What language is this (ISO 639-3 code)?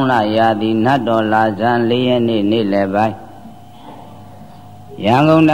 mya